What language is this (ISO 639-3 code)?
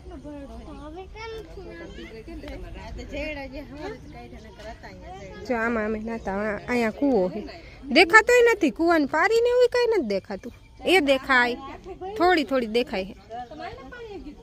guj